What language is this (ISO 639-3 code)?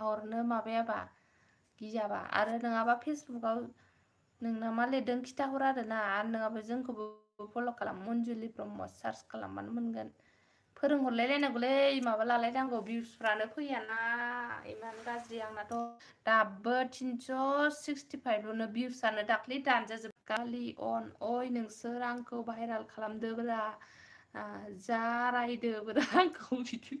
brx